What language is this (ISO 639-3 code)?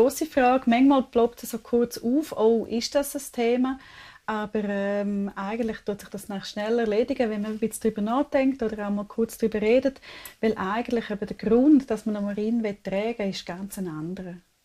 roh